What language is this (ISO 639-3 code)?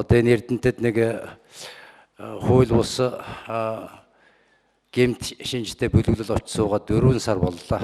mon